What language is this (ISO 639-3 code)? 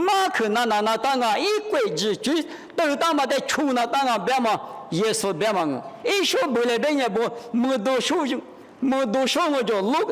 lis